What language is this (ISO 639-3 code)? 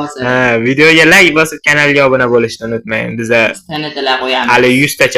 uzb